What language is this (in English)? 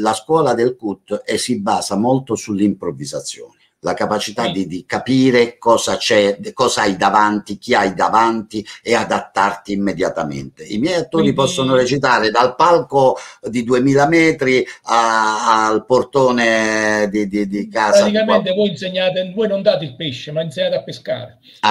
Italian